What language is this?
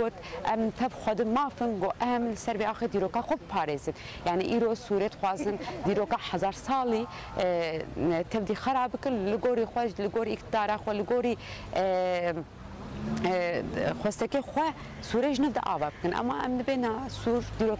Kurdish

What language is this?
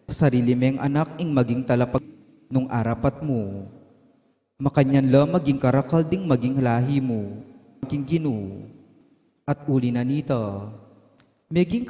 Pampanga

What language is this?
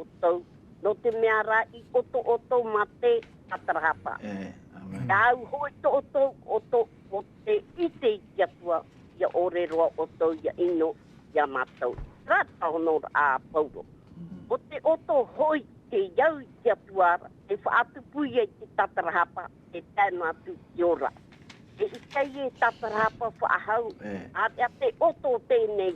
Tahitian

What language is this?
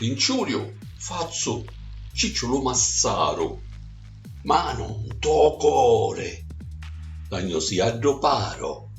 Sicilian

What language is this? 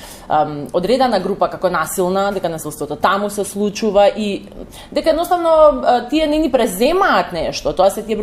Macedonian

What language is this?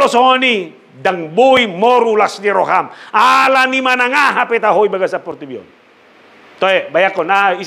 Batak Toba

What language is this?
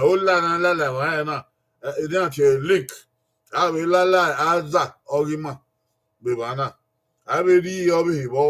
Bini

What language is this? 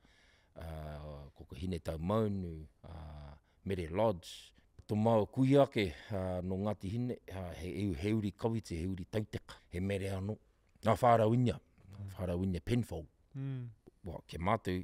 Māori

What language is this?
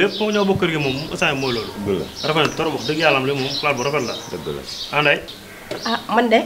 Wolof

